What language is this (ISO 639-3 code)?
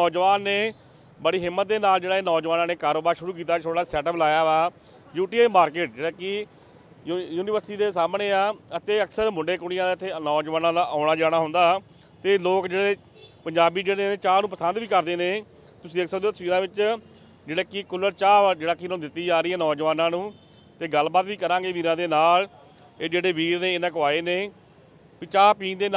pan